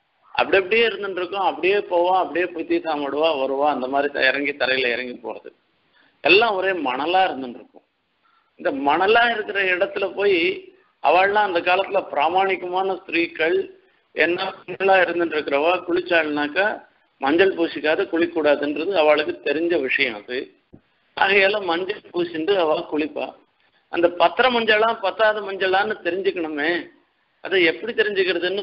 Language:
Tamil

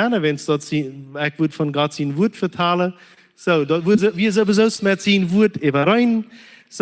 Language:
Plautdietsch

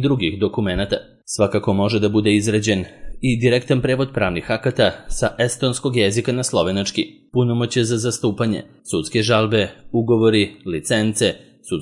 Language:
Serbian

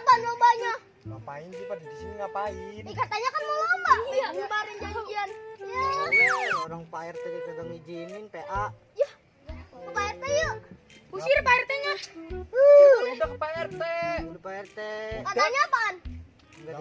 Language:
Betawi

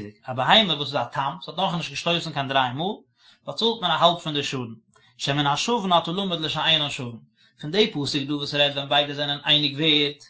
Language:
Yiddish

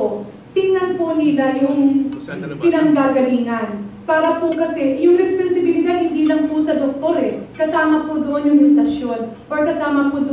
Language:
Filipino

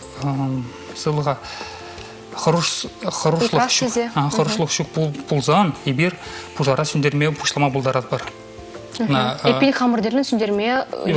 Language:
Chuvash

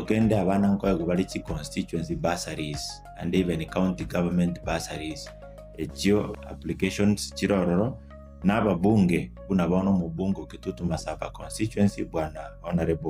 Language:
Gusii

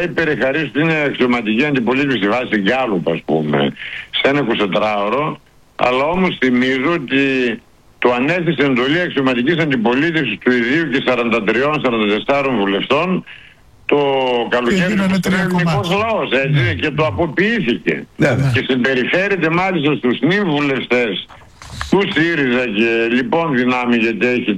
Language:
Greek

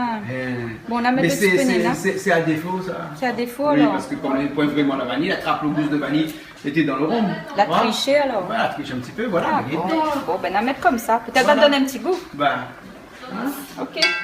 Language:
Réunion Creole French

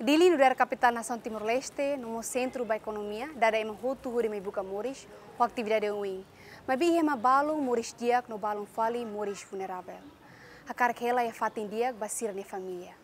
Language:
Tetum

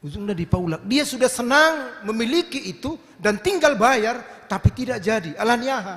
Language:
Batak Toba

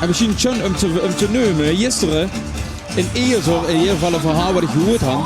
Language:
Limburgish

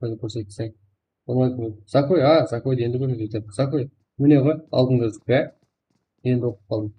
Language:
Kara-Kalpak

